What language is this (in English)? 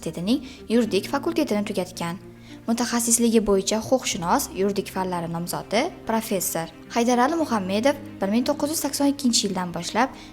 Uzbek